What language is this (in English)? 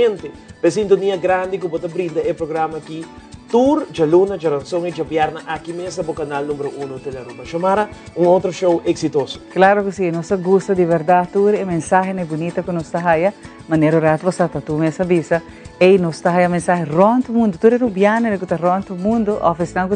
Papiamento